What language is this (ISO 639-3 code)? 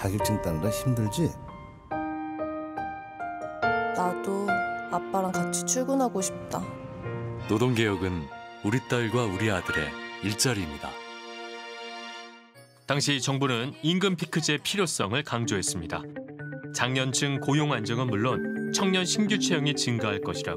kor